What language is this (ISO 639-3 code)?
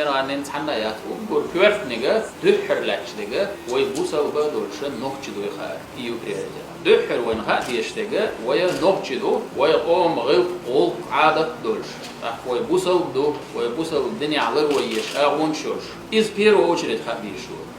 che